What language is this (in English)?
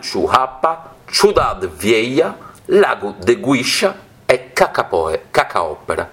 Sardinian